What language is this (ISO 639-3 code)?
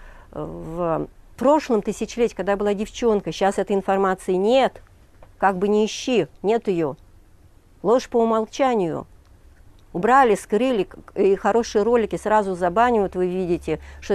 rus